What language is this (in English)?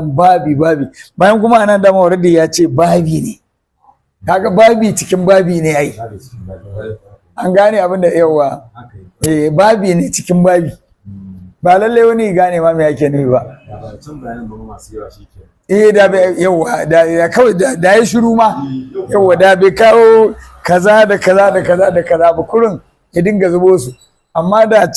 Hausa